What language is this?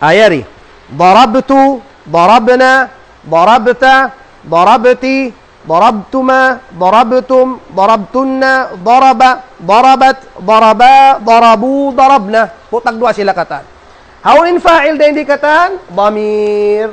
Tausug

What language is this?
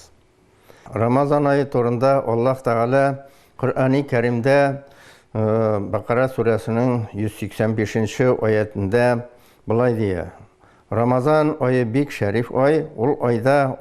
Tatar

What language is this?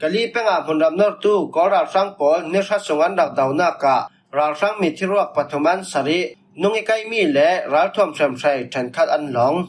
Falam Chin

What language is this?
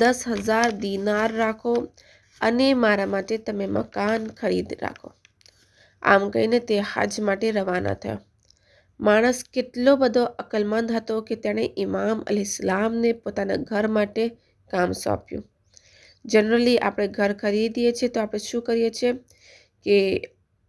Gujarati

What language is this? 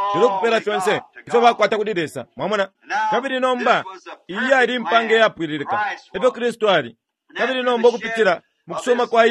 Bemba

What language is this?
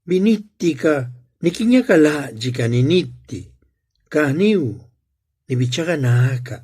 Zapotec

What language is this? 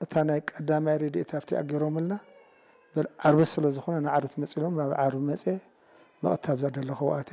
Tigrinya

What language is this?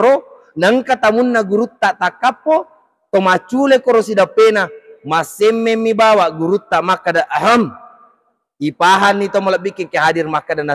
Buginese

